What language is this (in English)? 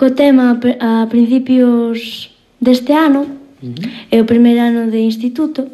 Galician